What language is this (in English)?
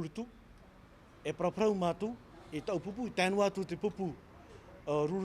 Tahitian